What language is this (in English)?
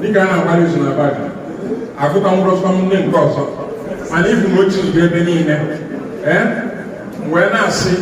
Igbo